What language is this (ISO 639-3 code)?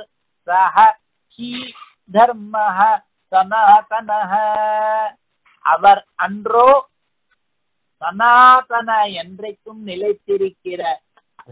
tam